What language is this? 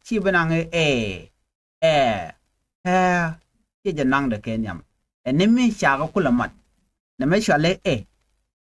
Nuer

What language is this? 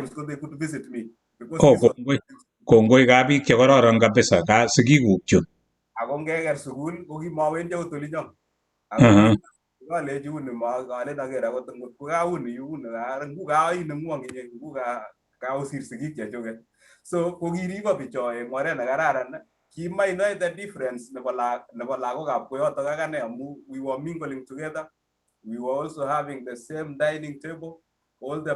Kalenjin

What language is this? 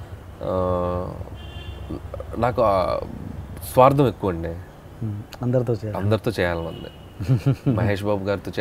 Telugu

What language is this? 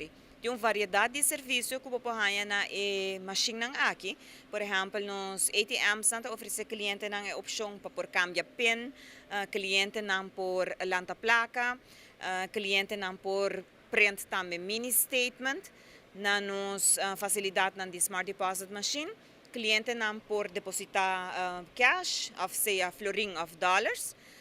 Papiamento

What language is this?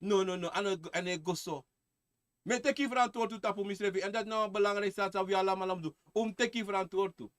Sranan Tongo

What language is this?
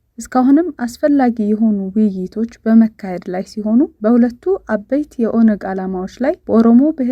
Amharic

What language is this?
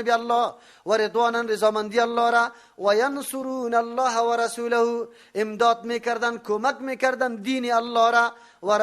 Persian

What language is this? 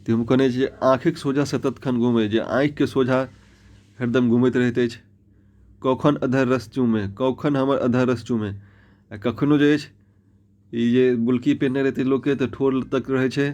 Maithili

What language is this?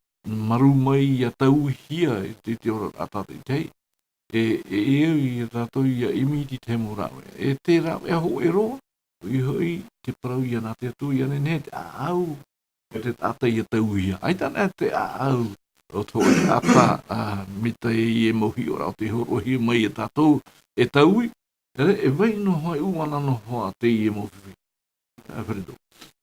Tahitian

